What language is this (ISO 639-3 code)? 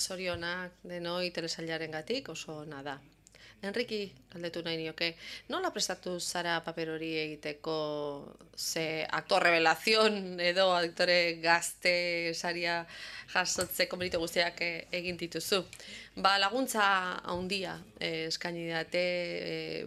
eus